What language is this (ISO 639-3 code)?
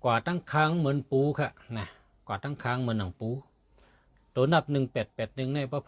shn